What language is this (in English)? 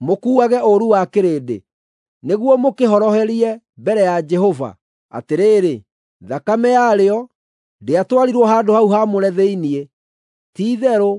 Kikuyu